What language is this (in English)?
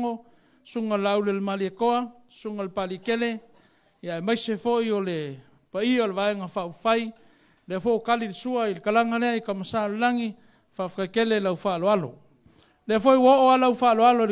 Samoan